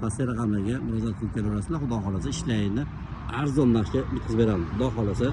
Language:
Uzbek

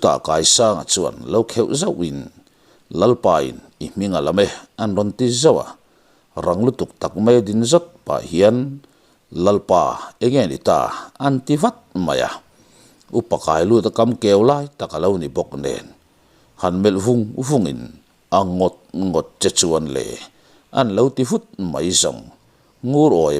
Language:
Mizo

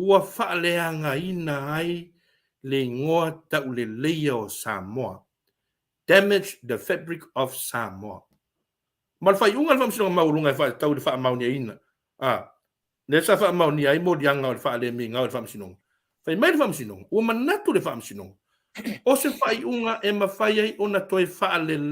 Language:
Samoan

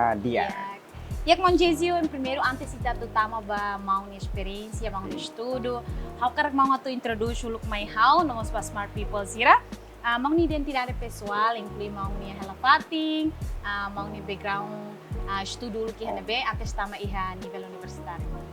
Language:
Tetum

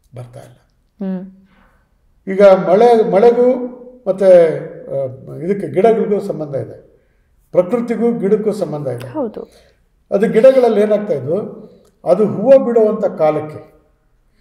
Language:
Kannada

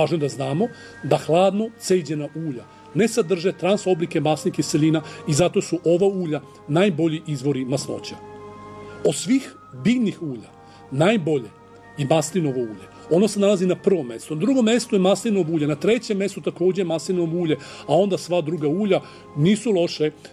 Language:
Serbian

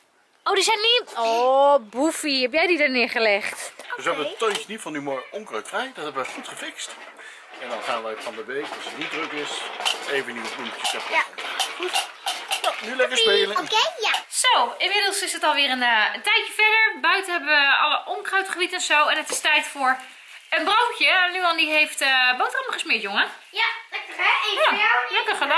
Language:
Dutch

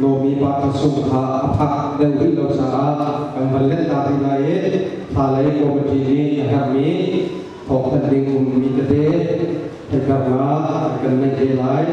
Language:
Hakha Chin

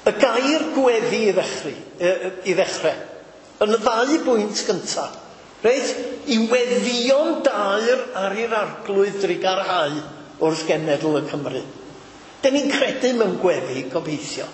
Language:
Welsh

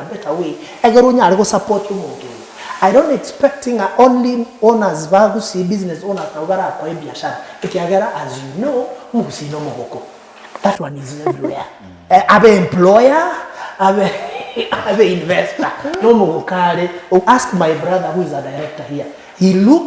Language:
Gusii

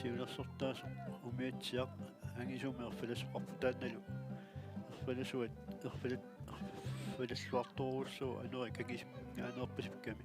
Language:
Kalaallisut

